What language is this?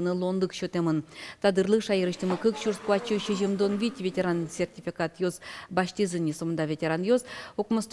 Udmurt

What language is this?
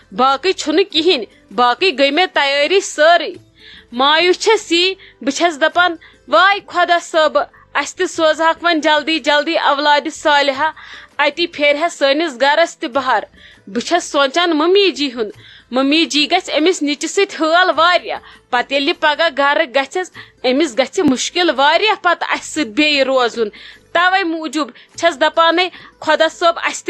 Kashmiri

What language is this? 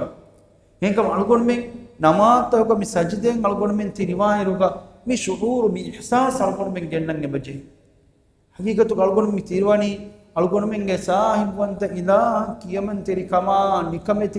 Divehi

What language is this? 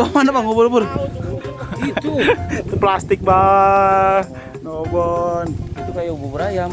Betawi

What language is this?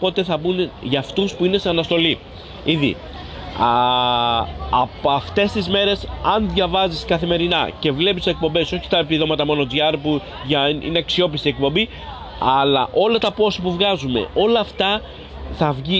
Greek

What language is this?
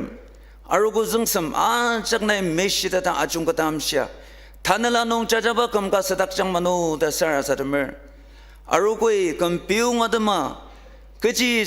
Ao Naga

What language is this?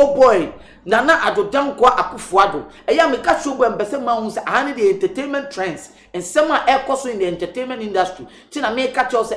Akan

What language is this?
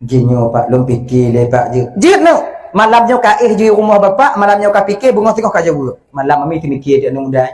Achinese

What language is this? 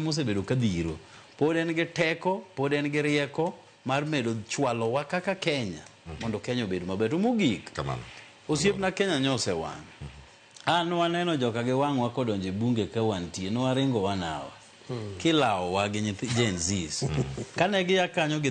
Luo (Kenya and Tanzania)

